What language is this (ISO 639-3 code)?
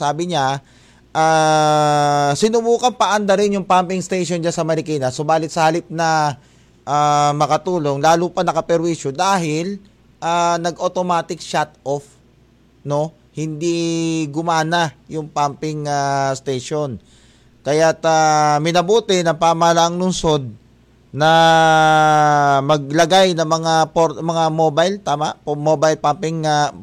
fil